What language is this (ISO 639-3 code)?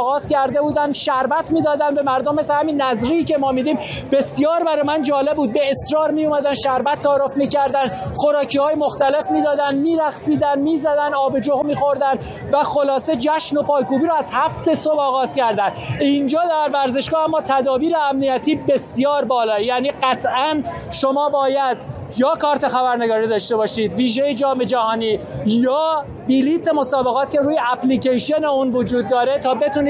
fas